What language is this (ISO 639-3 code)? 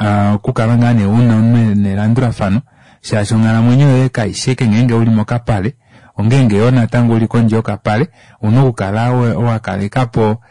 kua